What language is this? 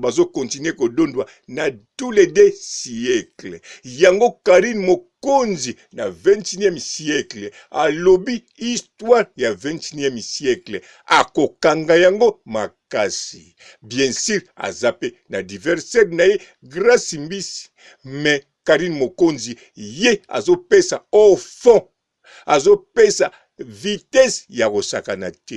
Lingala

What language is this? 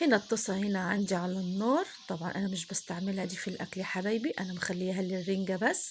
Egyptian Arabic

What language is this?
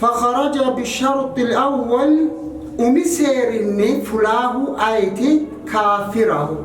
Sidamo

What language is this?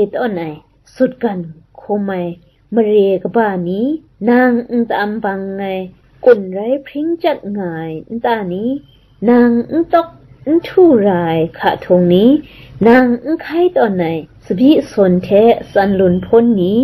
Kachin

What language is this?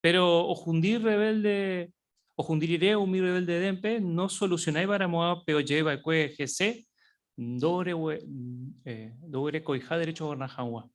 Guarani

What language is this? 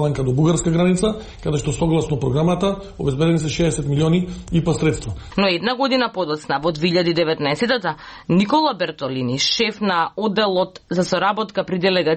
Macedonian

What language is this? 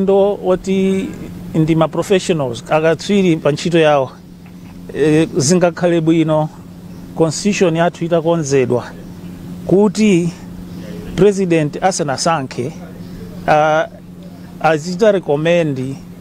Nyanja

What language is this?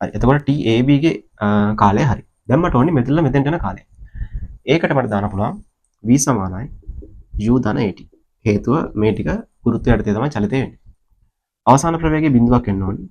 Sinhala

